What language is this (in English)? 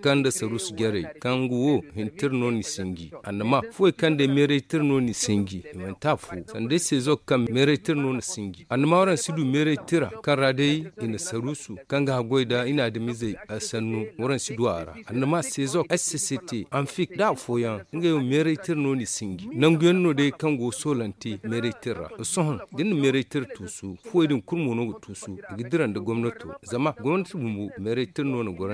Zarma